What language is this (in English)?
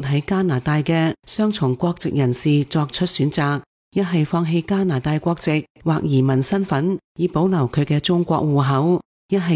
Cantonese